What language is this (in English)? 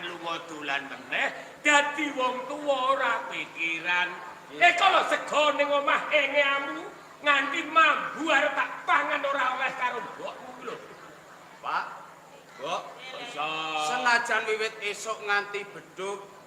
Javanese